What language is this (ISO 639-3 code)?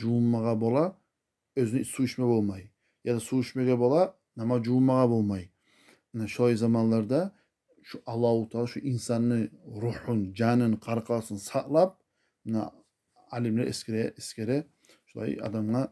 kum